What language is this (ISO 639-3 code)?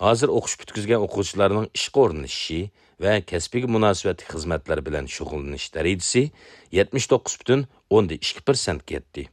uig